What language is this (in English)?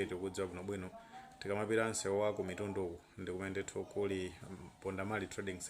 Nyanja